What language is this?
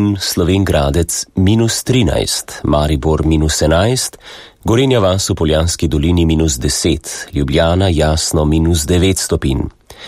Slovenian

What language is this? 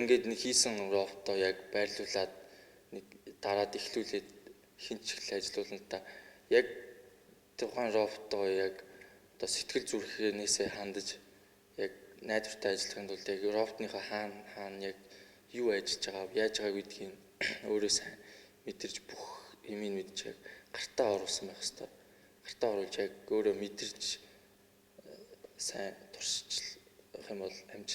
Mongolian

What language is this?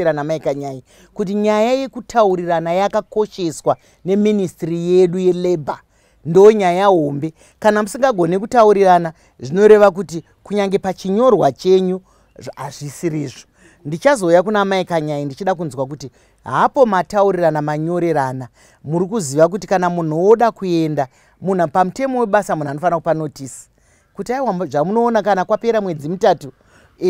Shona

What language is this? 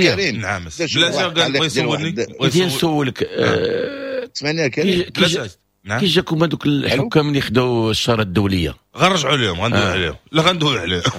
Moroccan Arabic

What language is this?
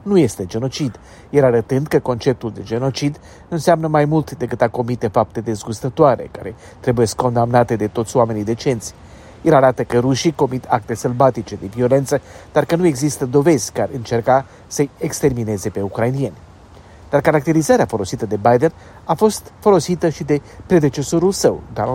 Romanian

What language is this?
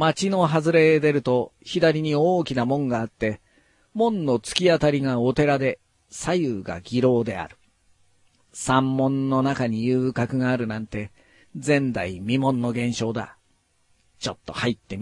Japanese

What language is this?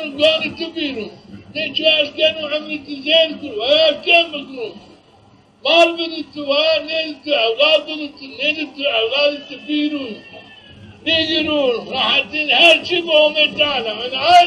Zaza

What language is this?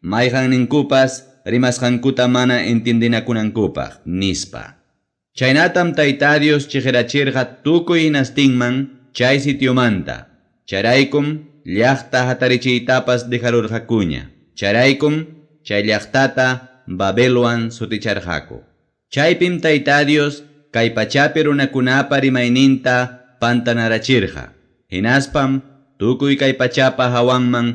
Ayacucho Quechua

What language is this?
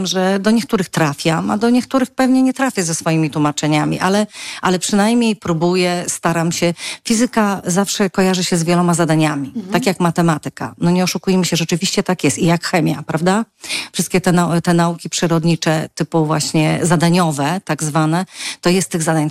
Polish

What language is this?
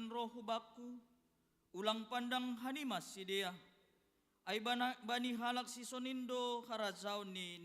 Batak Simalungun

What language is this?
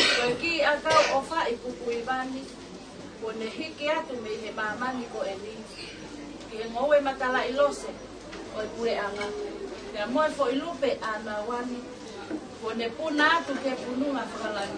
Tongan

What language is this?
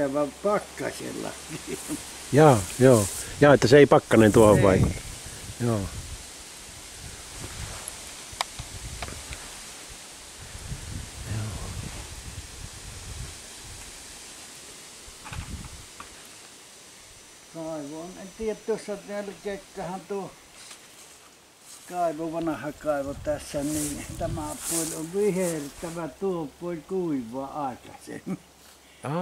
Finnish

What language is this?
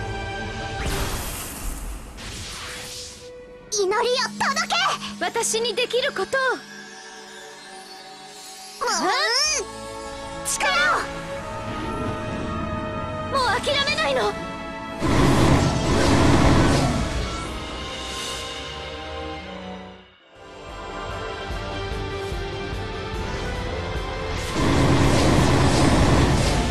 Japanese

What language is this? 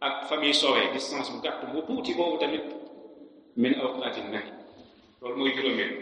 Wolof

